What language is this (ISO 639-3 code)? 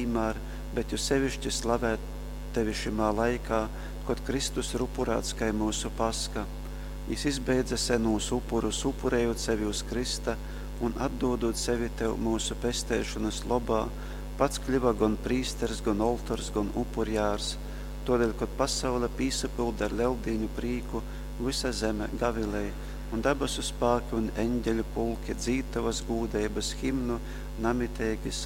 ltg